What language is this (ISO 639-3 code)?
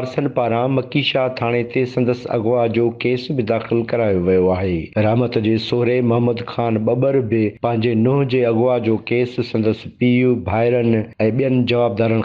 snd